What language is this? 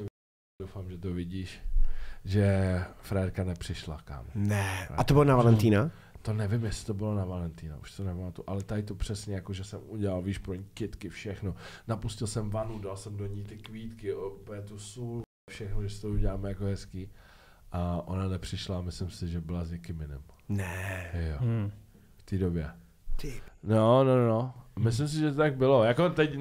Czech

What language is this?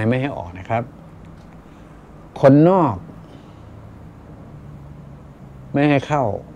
Thai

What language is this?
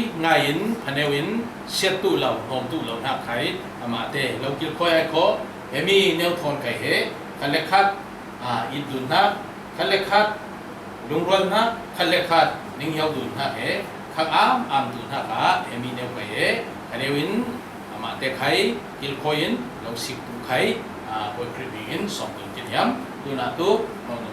Falam Chin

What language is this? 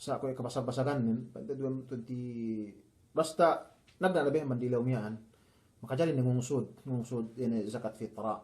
Yakan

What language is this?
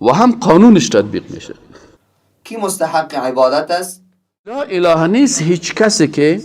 Persian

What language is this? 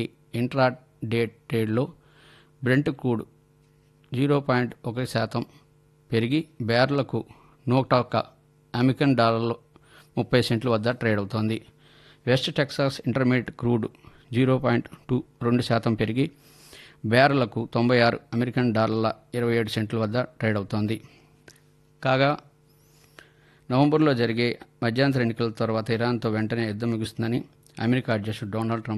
Telugu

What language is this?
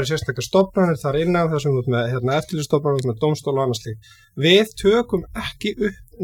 Icelandic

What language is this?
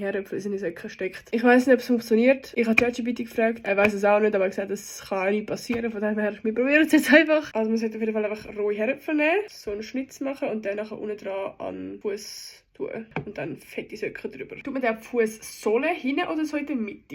Swiss German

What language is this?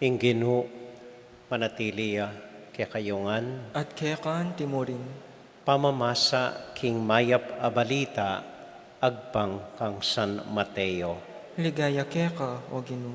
Pampanga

